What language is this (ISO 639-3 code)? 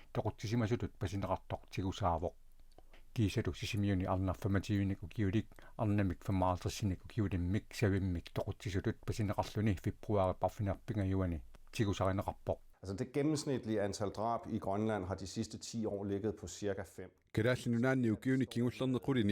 kal